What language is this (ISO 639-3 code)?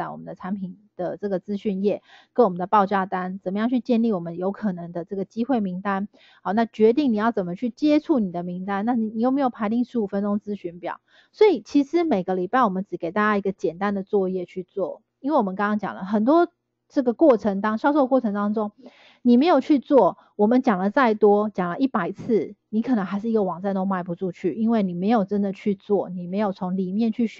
zho